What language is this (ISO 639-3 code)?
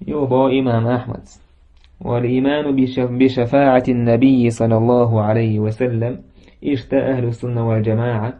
che